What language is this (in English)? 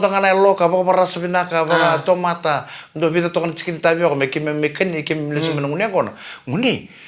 Fijian